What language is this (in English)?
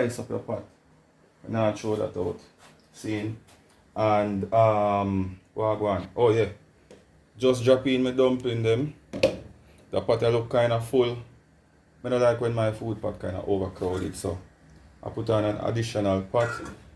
Jamaican Creole English